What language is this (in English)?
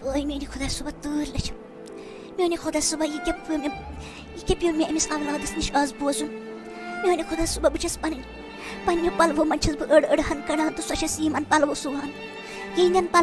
Kashmiri